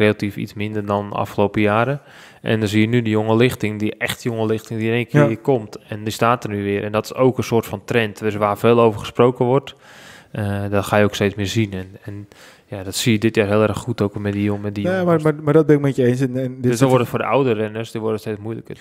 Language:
Dutch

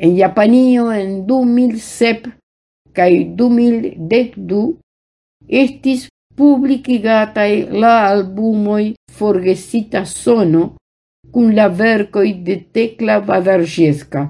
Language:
Esperanto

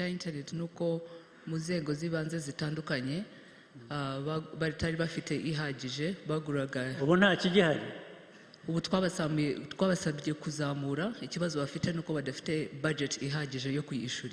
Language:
Kinyarwanda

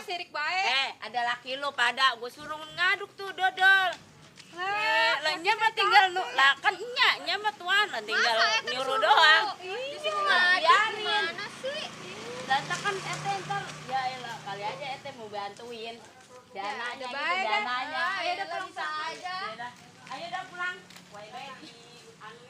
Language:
Betawi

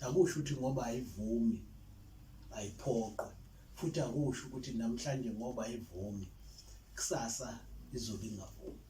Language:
Zulu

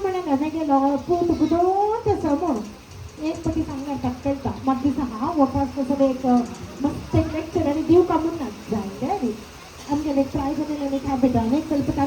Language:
Konkani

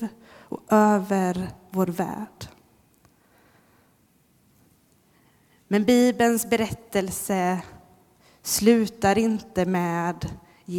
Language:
Swedish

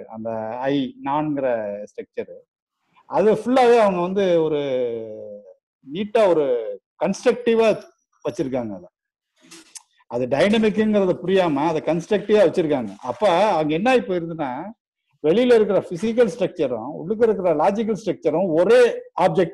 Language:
Tamil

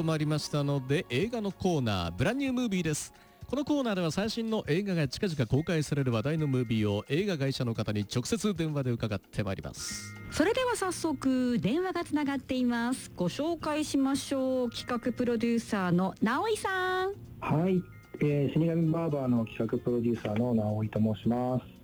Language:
Japanese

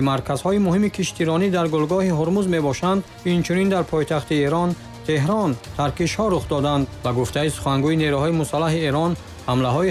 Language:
Tajik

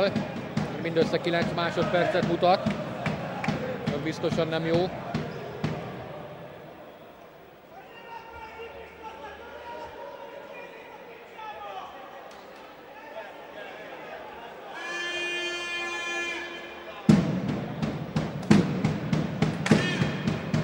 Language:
Hungarian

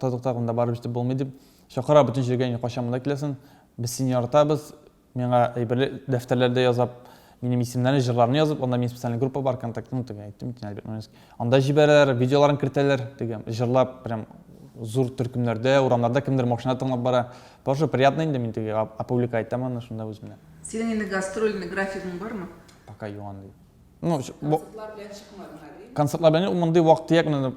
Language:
Tatar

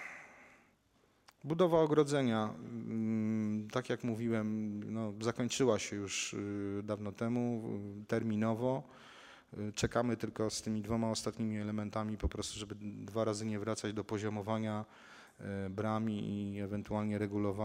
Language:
Polish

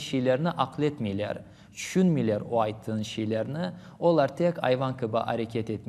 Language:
Crimean Tatar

